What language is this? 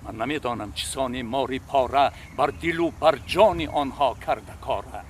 Tajik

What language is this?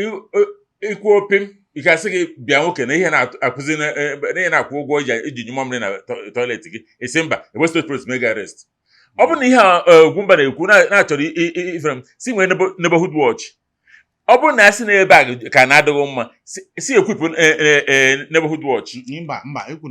Igbo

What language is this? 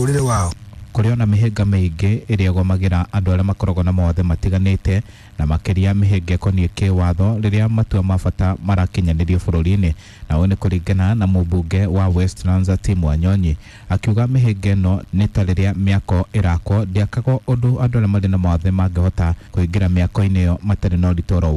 Kikuyu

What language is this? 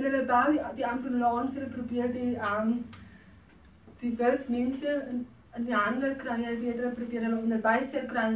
Afrikaans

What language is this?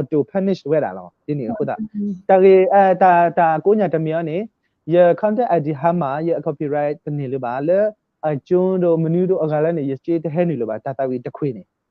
S'gaw Karen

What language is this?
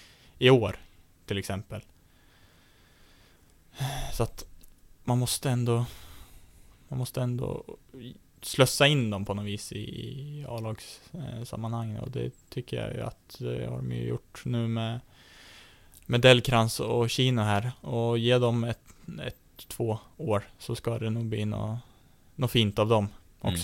Swedish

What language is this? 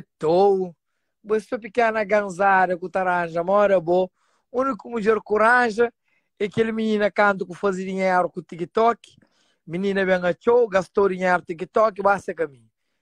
Kabuverdianu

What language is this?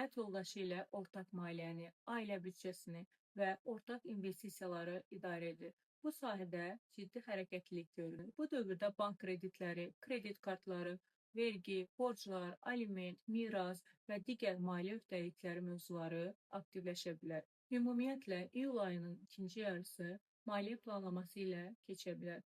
Azerbaijani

